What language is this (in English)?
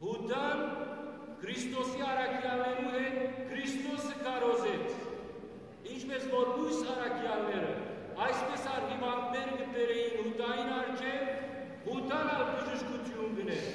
Western Armenian